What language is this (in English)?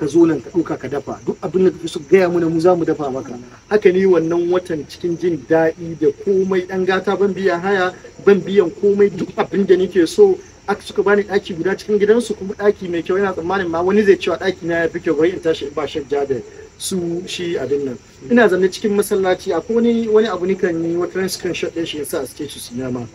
Hausa